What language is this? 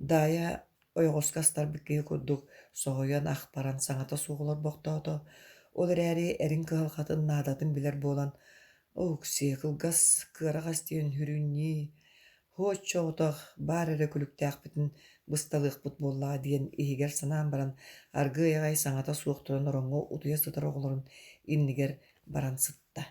Yakut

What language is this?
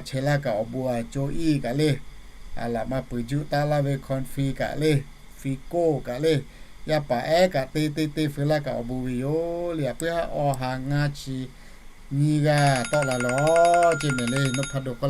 Lahu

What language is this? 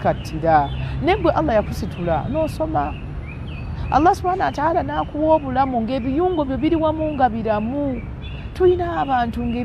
Ganda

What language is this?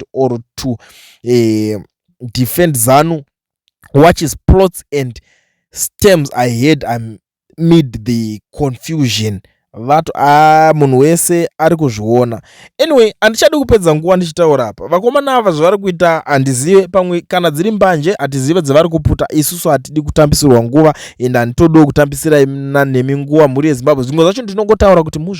Shona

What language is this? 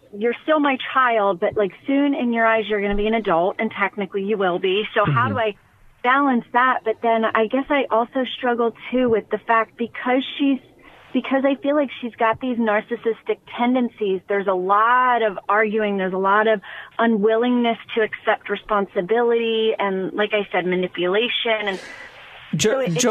English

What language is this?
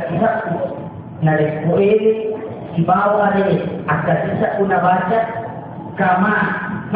Buginese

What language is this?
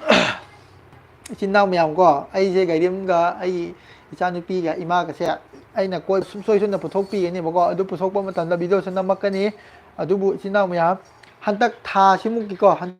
Manipuri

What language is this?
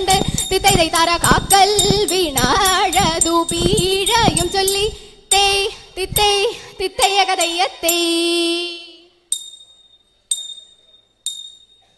Malayalam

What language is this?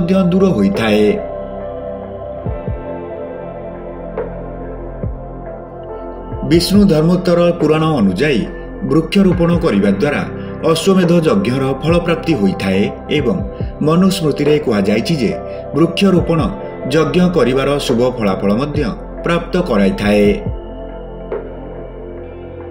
Odia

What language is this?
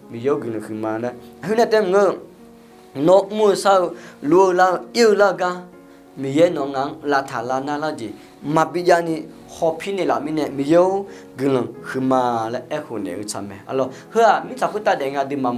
Akha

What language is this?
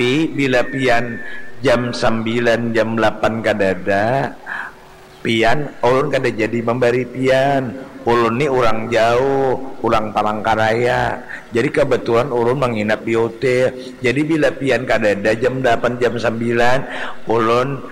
Banjar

